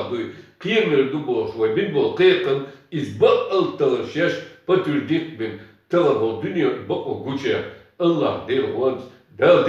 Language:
Chechen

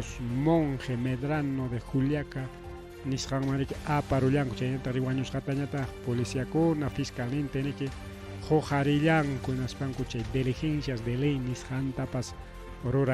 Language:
Ayacucho Quechua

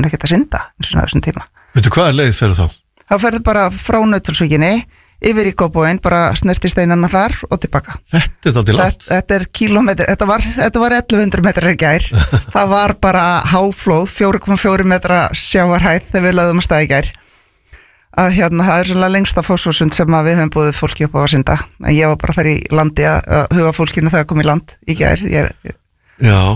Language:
Icelandic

